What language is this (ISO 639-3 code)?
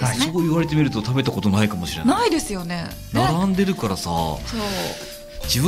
jpn